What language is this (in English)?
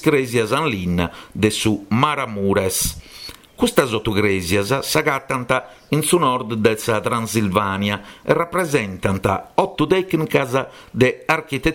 Sardinian